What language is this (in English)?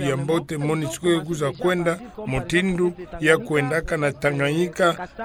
Kituba (Democratic Republic of Congo)